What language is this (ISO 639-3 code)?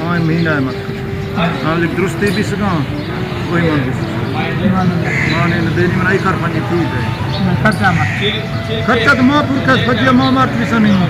skr